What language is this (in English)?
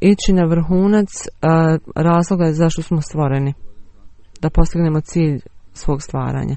Bosnian